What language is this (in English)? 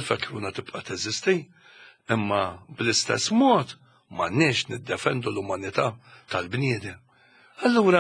Maltese